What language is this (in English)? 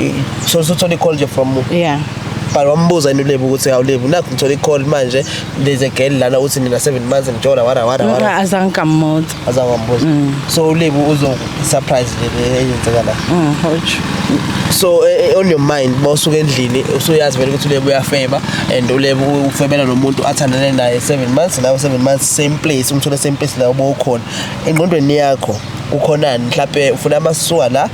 Zulu